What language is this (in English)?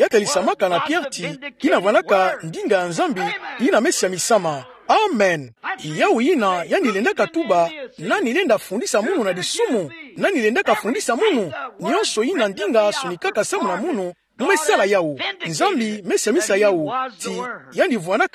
Kituba (Democratic Republic of Congo)